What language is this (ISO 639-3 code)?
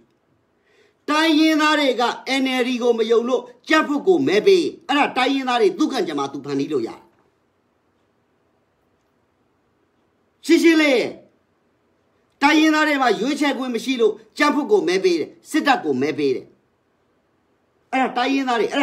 mya